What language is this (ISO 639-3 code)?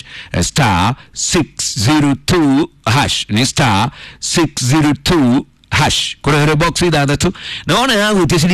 kik